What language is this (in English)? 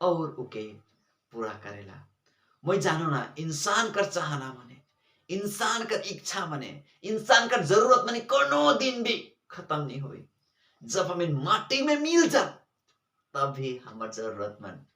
Sadri